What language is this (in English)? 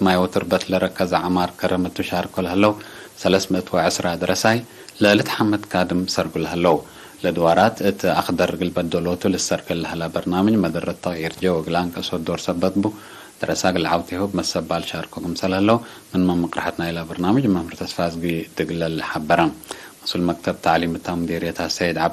Tigre